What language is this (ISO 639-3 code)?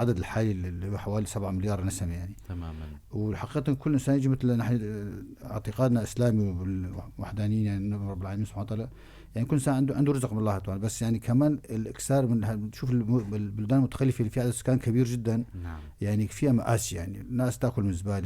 apc